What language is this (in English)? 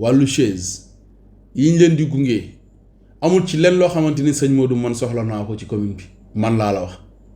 Wolof